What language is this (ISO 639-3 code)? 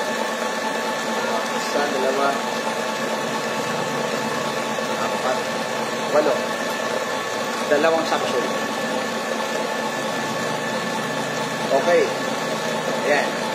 fil